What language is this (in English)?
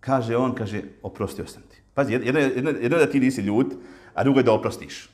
Bosnian